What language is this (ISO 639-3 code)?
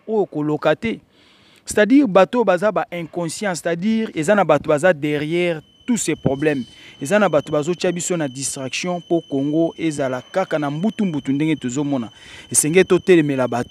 lin